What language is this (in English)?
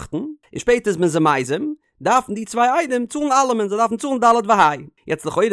Yiddish